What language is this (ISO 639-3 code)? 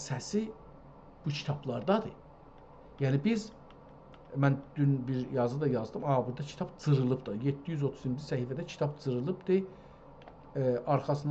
azb